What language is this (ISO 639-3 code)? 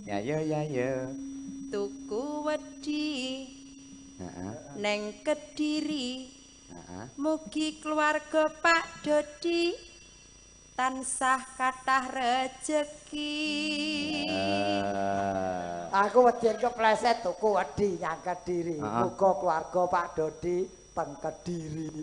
jav